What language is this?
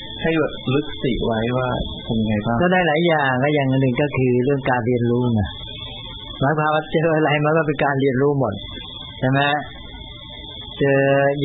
Thai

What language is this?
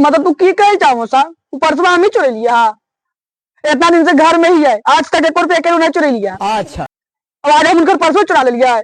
Magahi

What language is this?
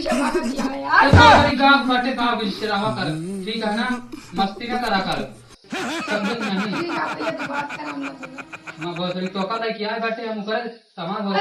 Awadhi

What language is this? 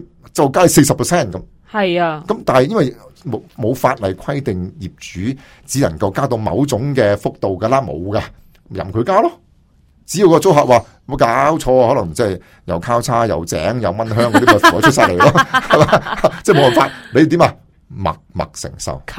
Cantonese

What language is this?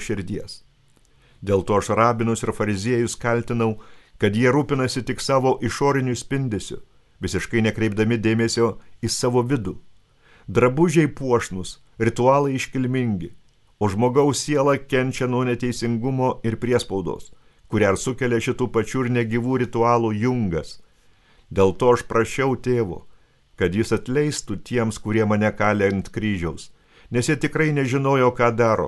Lithuanian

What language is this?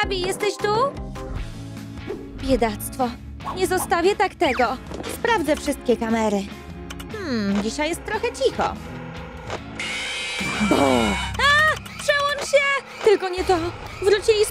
Polish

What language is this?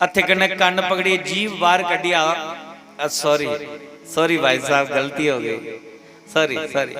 Dogri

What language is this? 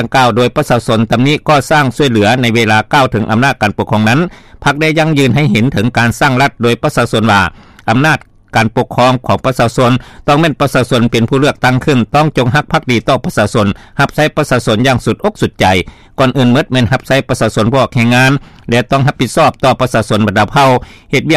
Lao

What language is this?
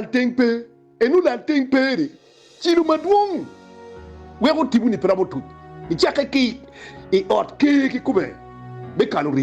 Acoli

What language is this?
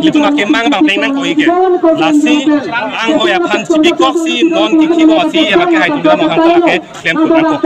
Karbi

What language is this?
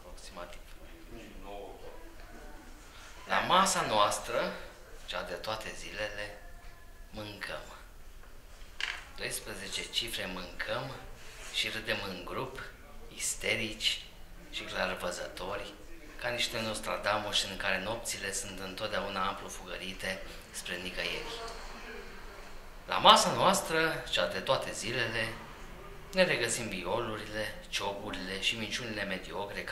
Romanian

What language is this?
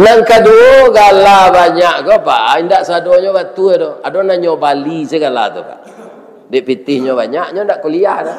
Minangkabau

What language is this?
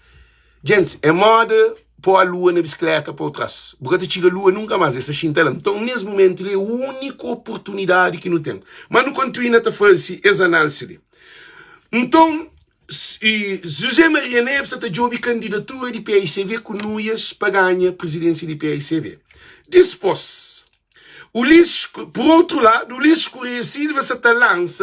Kabuverdianu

